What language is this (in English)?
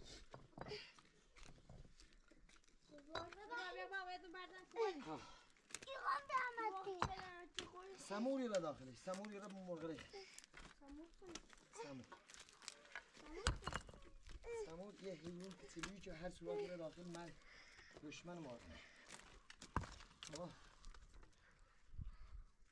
Persian